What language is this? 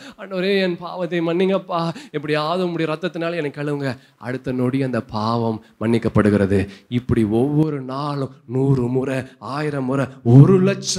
Tamil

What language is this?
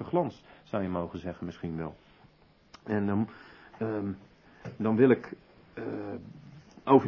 Dutch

